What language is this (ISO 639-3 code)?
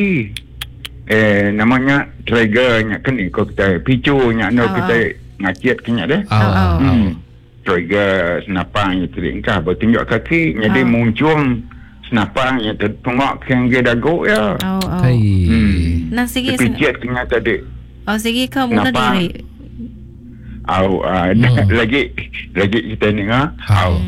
msa